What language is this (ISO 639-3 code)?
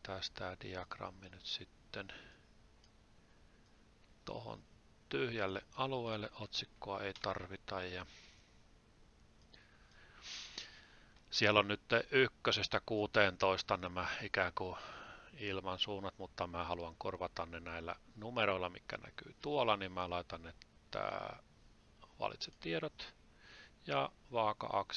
fin